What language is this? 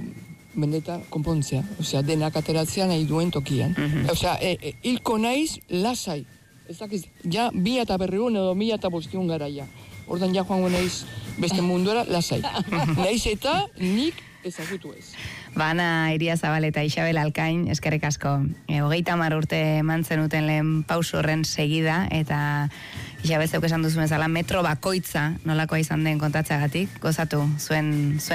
Basque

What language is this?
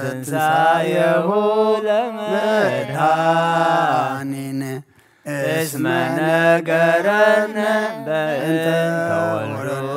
Geez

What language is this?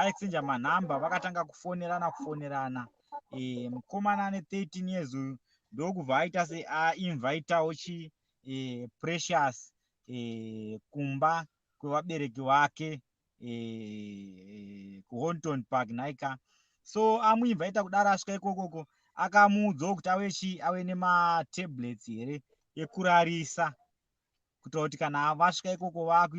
Shona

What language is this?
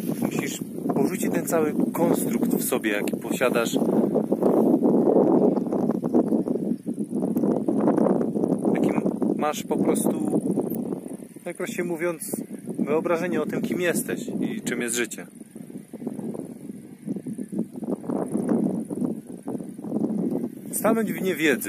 Polish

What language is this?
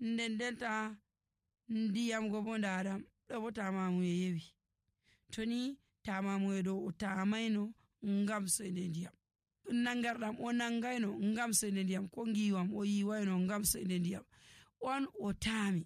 Nigerian Fulfulde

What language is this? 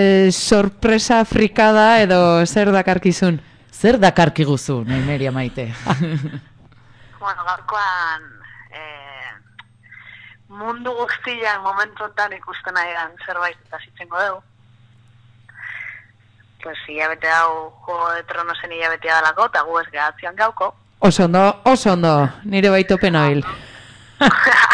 Basque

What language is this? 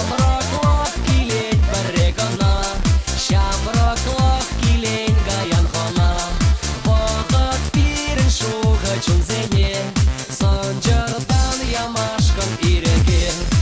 Chuvash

